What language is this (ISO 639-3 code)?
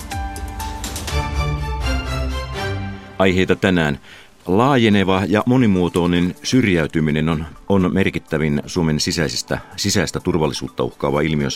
fin